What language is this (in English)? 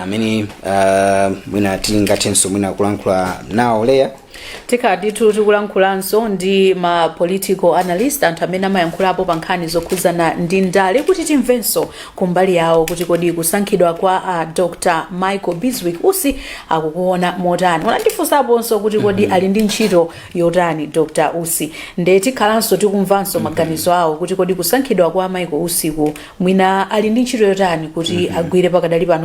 Nyanja